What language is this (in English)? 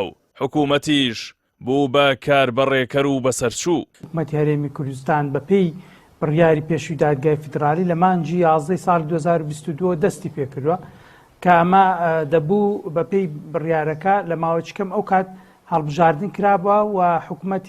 Central Kurdish